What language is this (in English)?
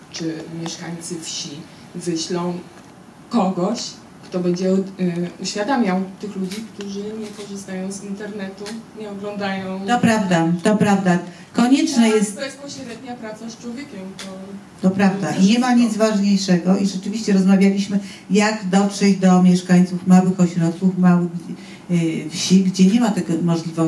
Polish